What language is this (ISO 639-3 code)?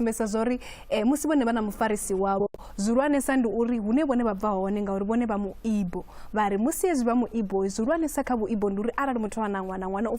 ven